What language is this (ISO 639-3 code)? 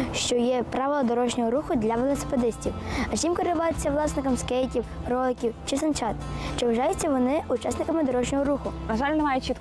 ukr